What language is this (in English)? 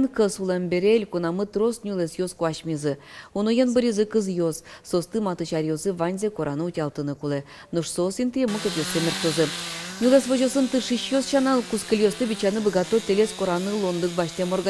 Udmurt